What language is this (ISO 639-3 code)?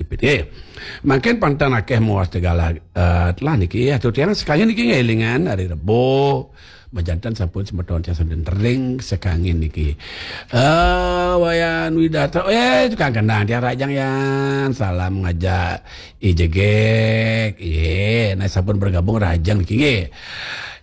ban